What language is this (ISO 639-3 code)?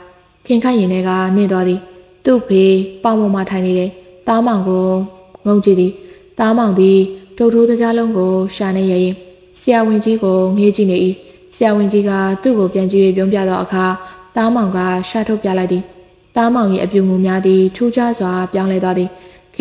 mya